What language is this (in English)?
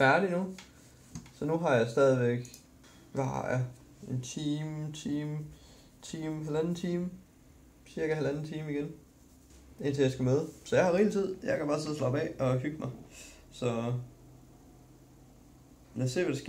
Danish